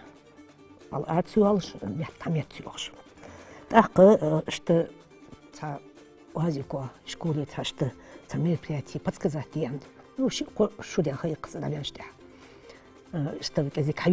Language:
Ingush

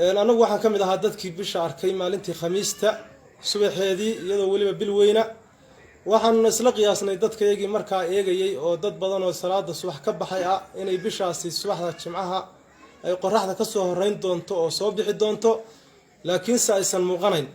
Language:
Somali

